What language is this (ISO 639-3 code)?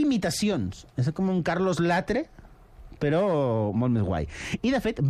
cat